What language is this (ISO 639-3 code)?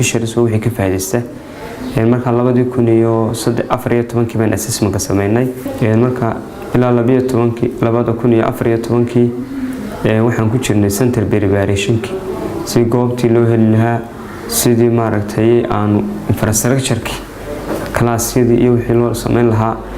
som